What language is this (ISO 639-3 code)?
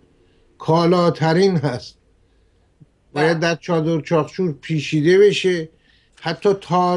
fas